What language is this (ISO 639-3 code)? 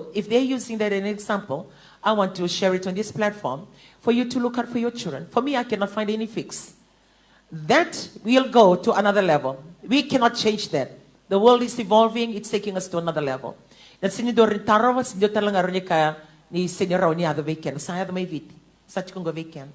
fij